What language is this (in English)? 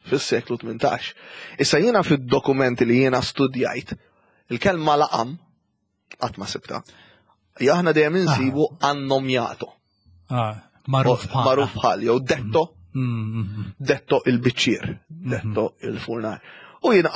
Maltese